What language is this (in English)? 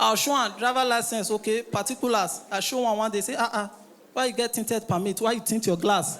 Nigerian Pidgin